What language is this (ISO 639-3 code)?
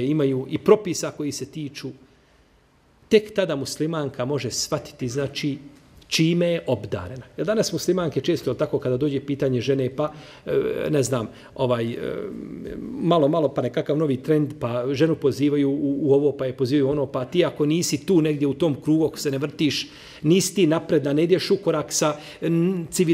bos